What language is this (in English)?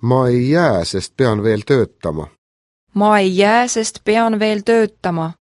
Estonian